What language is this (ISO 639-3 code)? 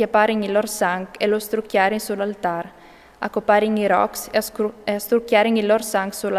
fur